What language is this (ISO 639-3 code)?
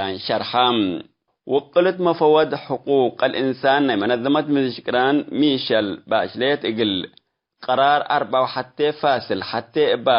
tig